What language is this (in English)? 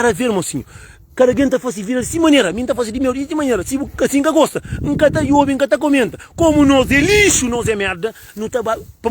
Kabuverdianu